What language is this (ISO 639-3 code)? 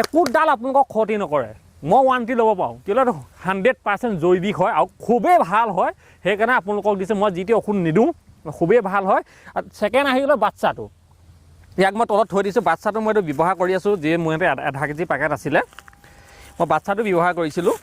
asm